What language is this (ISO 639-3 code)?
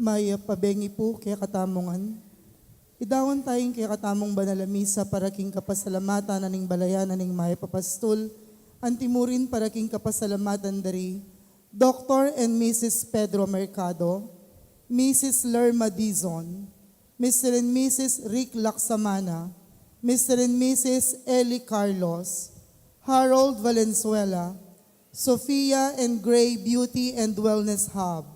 pam